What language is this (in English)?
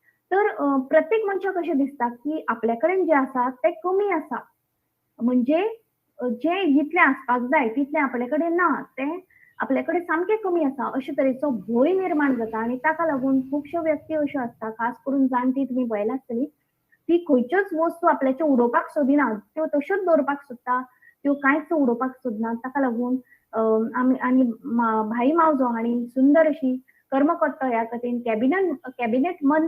Konkani